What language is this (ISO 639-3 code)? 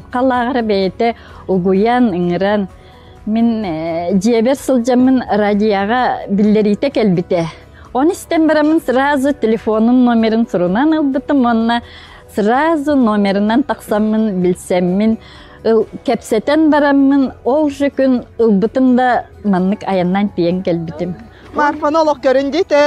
sah